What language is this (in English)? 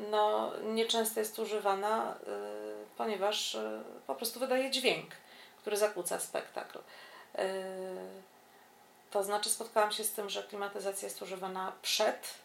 Polish